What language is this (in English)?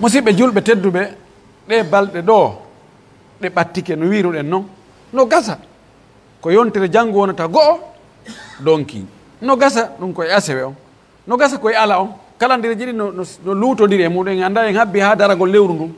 Pular